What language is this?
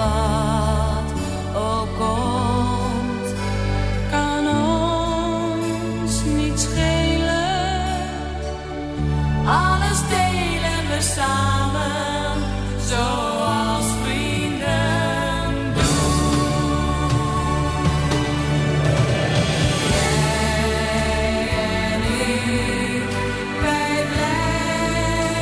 Dutch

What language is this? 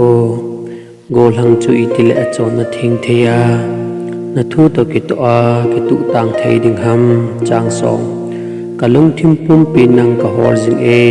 Thado Chin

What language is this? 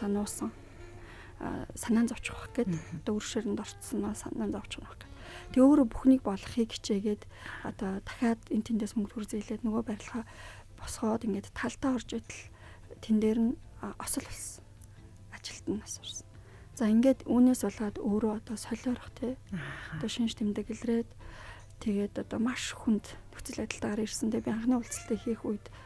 Mongolian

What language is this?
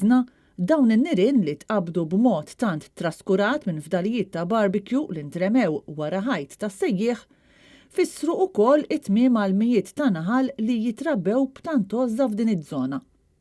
Maltese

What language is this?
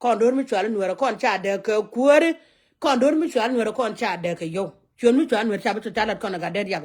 Nuer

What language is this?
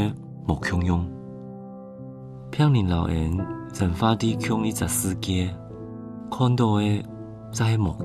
Hakka Chinese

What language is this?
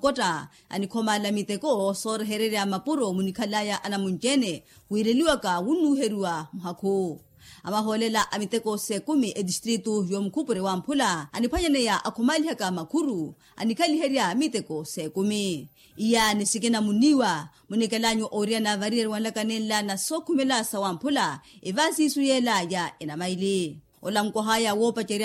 Makhuwa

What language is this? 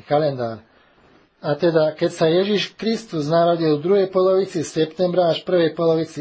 Slovak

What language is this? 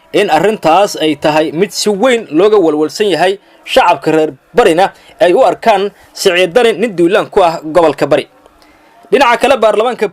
Somali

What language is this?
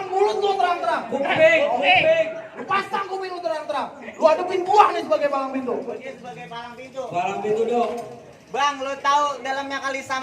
Betawi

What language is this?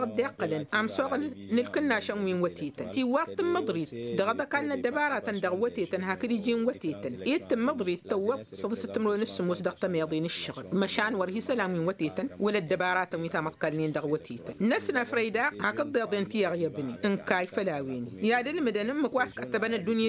Tamasheq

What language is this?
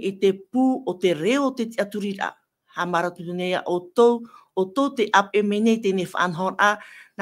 Tahitian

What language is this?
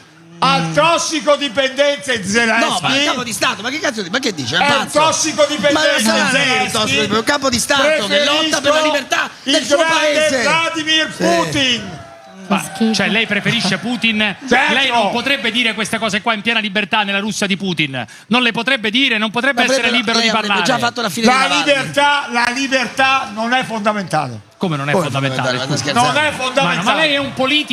Italian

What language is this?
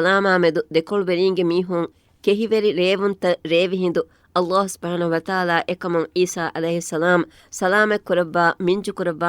Divehi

